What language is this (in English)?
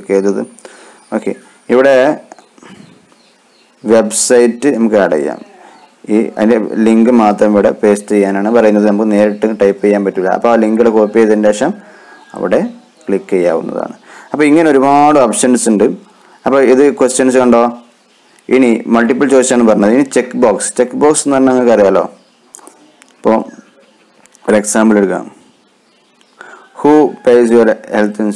Malayalam